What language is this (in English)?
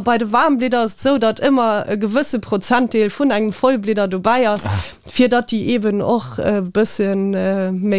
Luxembourgish